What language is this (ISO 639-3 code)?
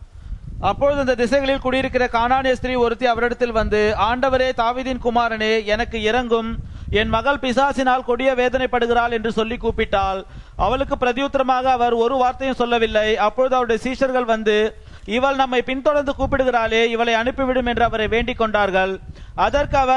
tam